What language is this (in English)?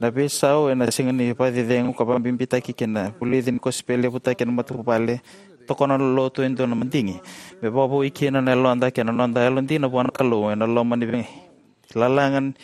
Fijian